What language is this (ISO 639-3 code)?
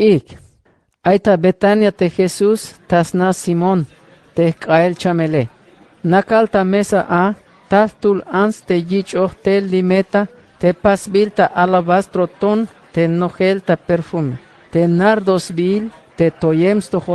tzh